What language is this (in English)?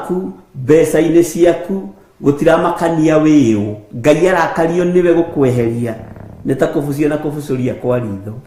Kikuyu